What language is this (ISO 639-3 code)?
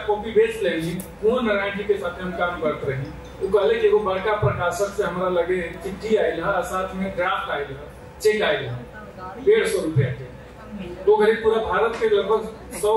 bho